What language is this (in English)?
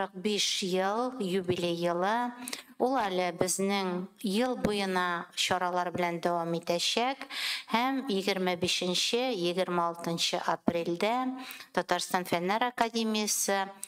Tatar